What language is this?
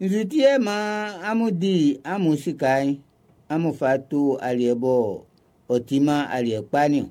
Baoulé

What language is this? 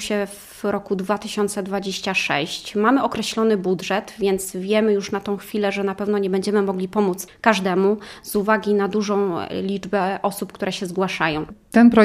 Polish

